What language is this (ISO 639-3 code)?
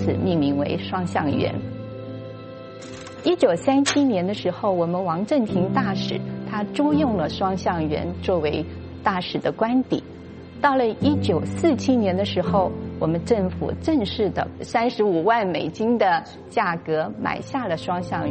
zho